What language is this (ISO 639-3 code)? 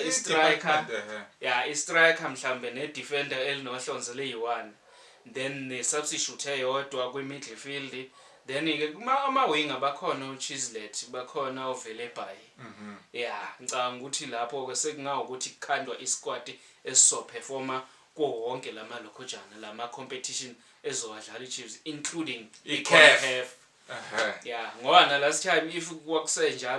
zul